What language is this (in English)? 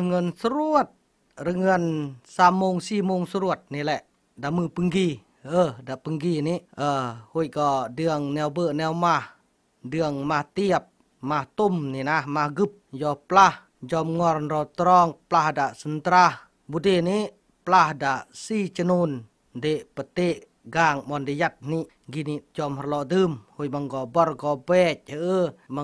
Khmu